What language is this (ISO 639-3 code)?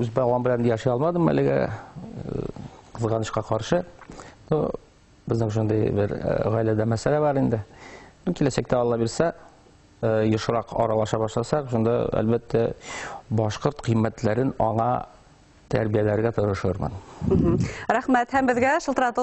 bak